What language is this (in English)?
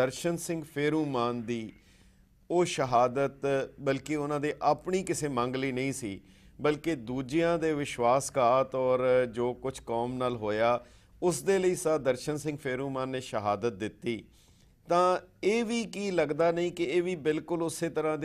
Punjabi